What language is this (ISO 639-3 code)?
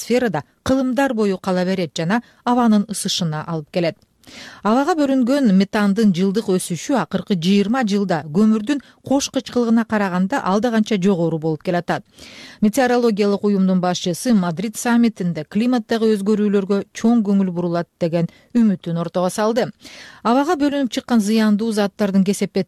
kir